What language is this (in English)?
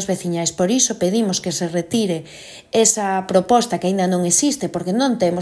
Galician